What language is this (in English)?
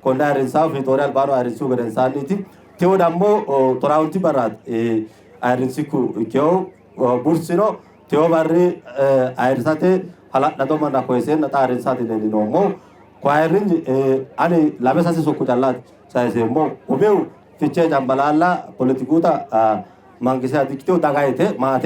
Sidamo